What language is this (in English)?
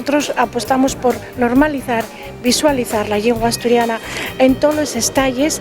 Asturian